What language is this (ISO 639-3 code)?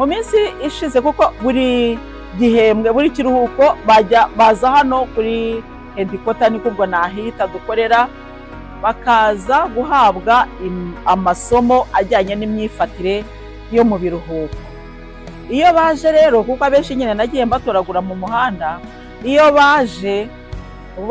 kin